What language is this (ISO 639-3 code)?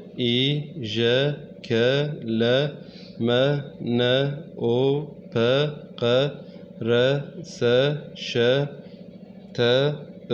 kur